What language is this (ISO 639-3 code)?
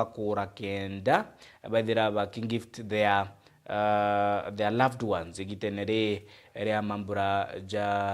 mer